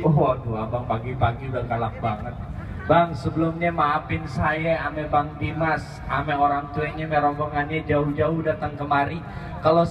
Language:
Betawi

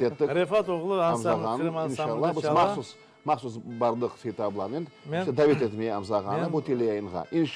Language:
Crimean Tatar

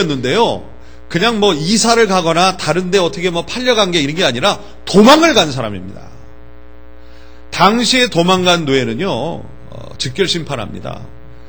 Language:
Korean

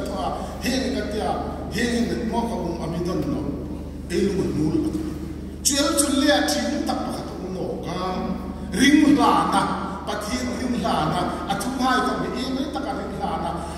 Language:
Hmar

